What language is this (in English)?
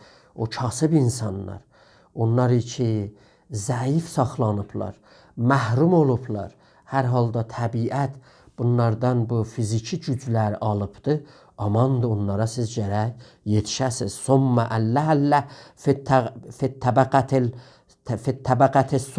South Azerbaijani